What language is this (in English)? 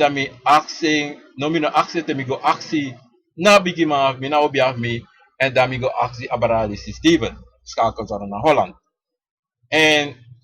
Sranan Tongo